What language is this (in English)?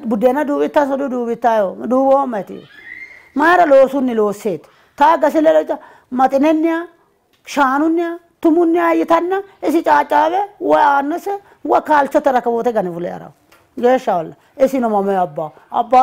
Sidamo